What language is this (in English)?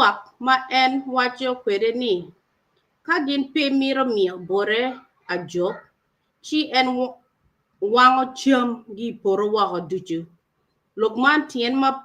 Acoli